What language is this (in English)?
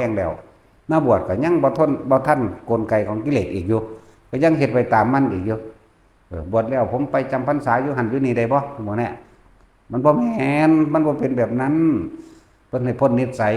Northeastern Thai